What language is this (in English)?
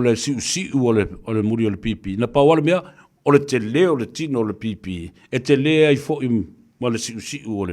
Samoan